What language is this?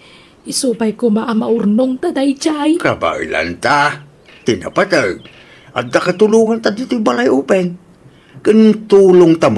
Iloko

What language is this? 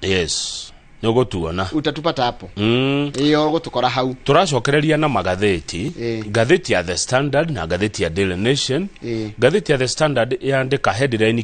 Kikuyu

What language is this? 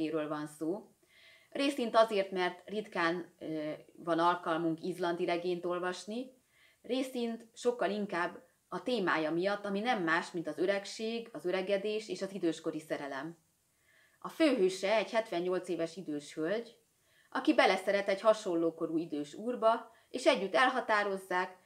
Hungarian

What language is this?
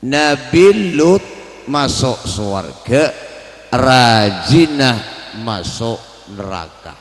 Madurese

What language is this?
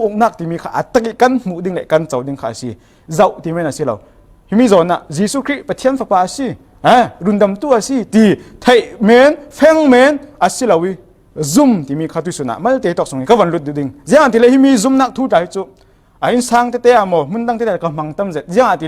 Falam Chin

